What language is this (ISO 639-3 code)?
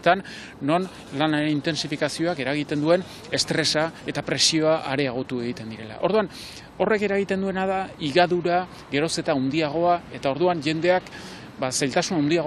eus